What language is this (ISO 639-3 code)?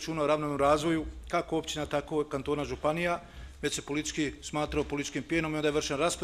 bos